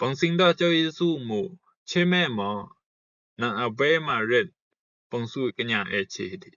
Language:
Rumai Palaung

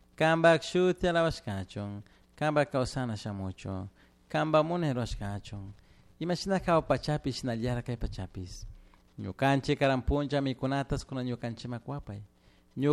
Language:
Chimborazo Highland Quichua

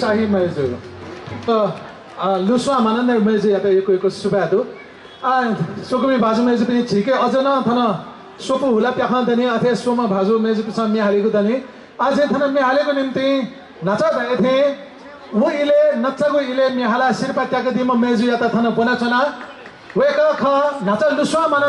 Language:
Newari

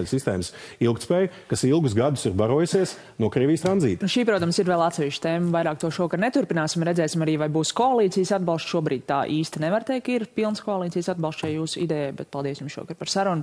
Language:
Latvian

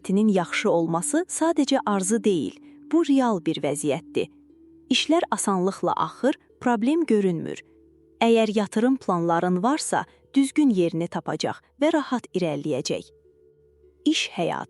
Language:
Azerbaijani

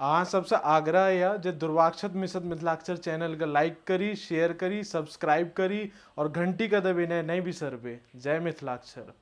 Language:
Maithili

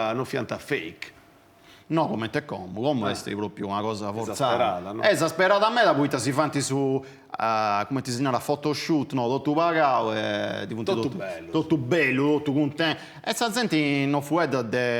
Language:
Sardinian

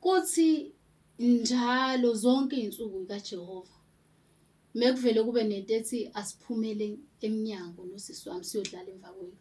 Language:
Zulu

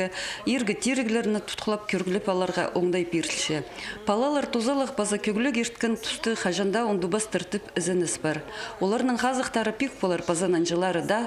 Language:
Khakas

